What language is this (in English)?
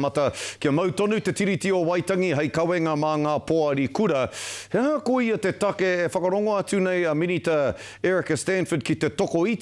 Māori